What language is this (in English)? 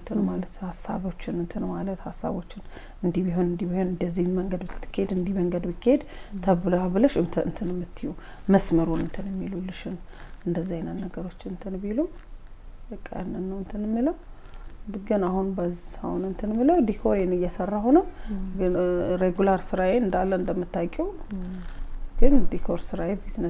Amharic